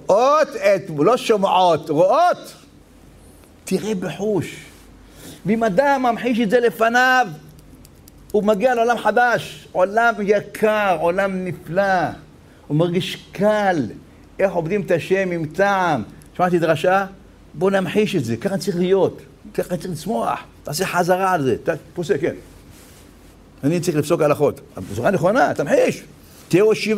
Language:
Hebrew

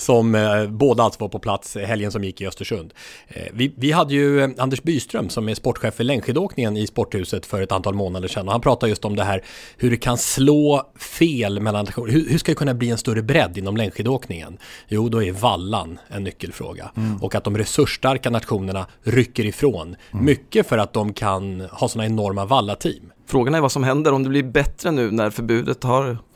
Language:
Swedish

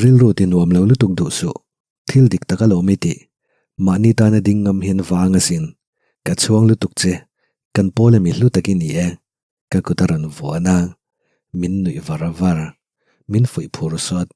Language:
Mizo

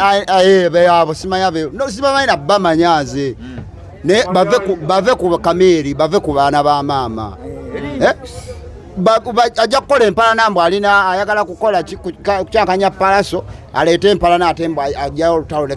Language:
Ganda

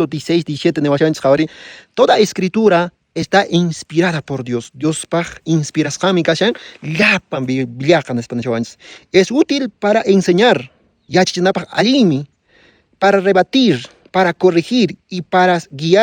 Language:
Quechua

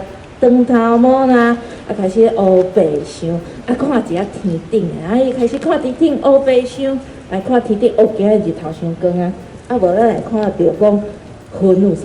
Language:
Min Nan Chinese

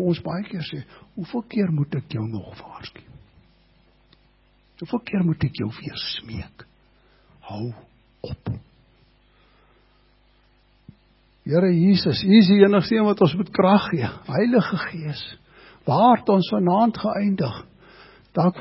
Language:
Afrikaans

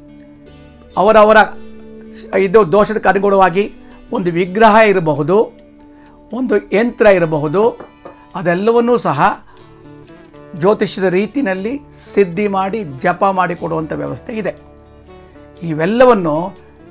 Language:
Kannada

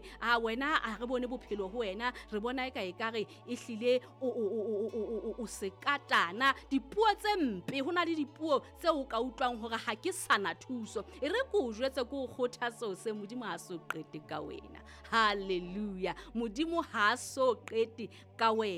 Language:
Southern Sotho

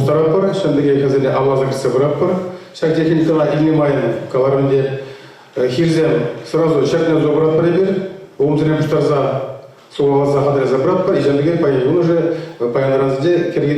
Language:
Chuvash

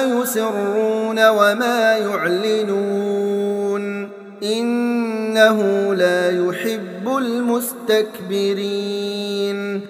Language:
Arabic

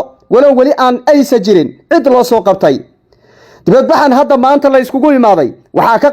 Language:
Somali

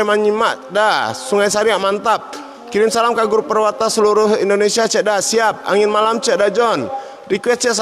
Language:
Minangkabau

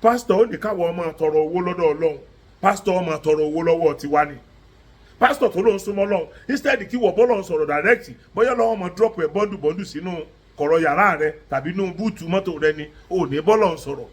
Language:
Yoruba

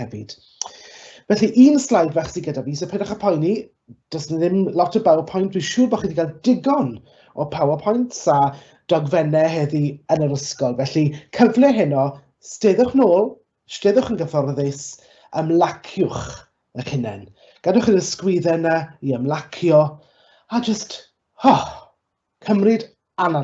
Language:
Welsh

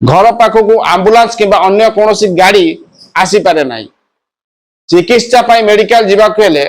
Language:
Odia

